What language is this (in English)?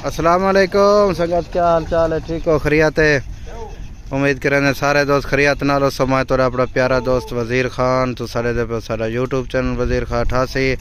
Saraiki